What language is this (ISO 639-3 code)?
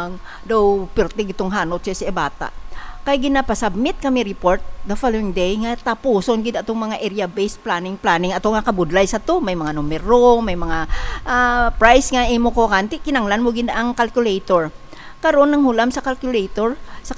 hil